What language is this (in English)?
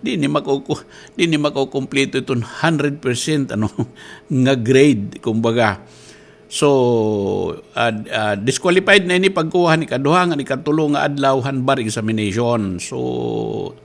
Waray